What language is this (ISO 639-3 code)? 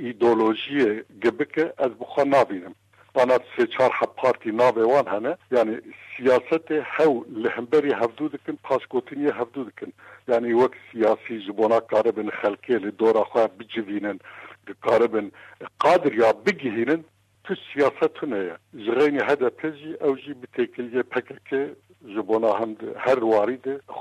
kur